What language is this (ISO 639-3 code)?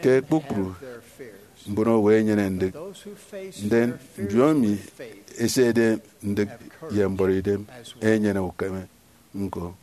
efi